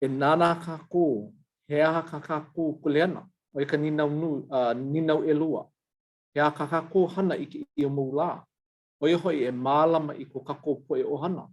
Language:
Hawaiian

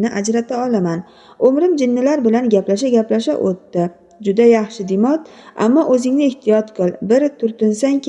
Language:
Uzbek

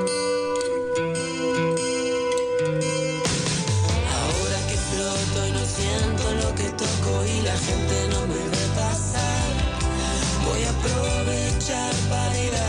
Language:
Spanish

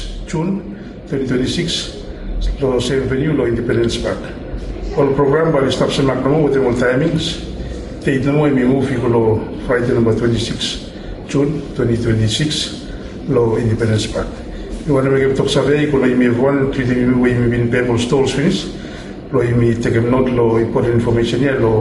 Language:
Bislama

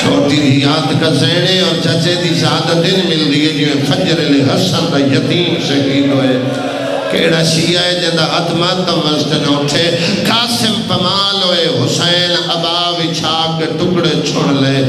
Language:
Saraiki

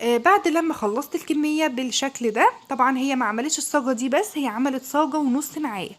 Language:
Egyptian Arabic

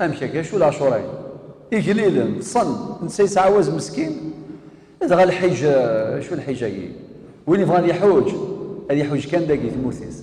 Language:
Kabyle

